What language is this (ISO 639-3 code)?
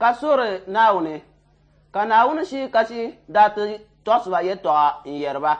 dag